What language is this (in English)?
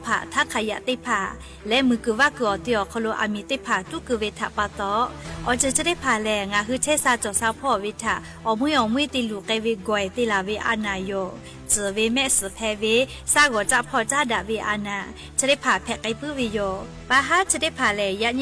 Lahu